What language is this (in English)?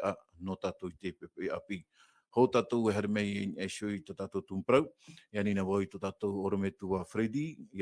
Tahitian